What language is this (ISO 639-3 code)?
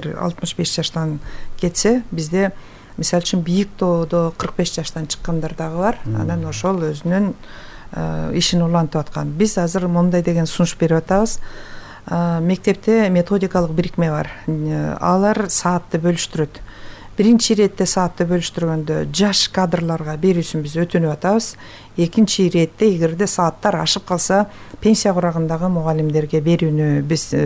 kir